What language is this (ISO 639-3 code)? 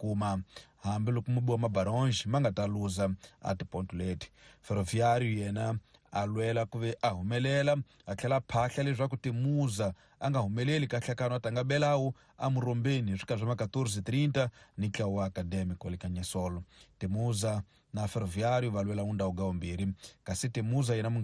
tso